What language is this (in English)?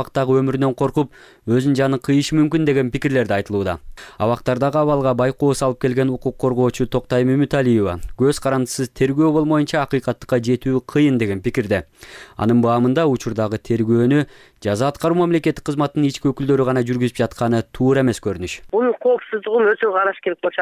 Kyrgyz